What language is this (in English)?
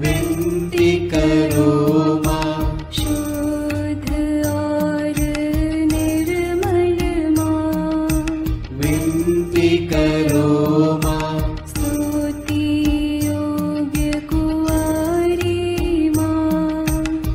Hindi